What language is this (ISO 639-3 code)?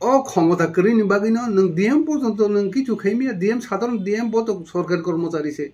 trp